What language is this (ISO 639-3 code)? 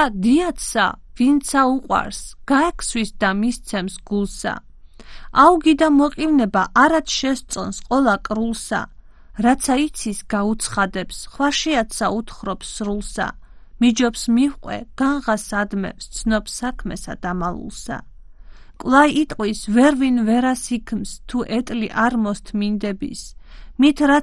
kat